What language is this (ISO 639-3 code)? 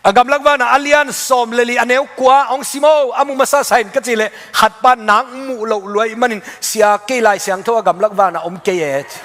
ctd